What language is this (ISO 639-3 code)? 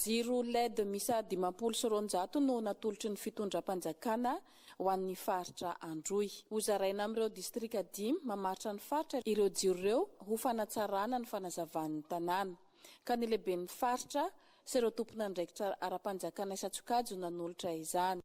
mlg